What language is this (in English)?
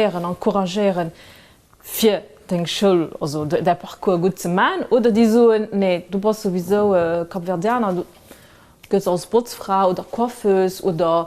Luxembourgish